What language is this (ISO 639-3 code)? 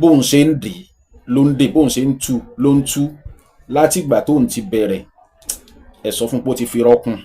yor